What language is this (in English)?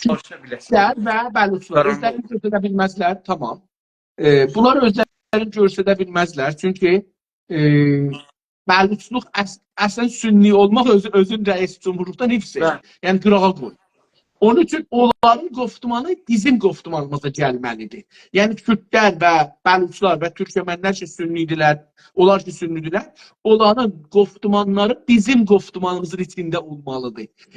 South Azerbaijani